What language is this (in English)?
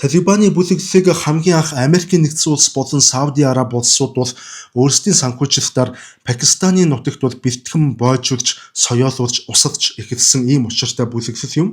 Mongolian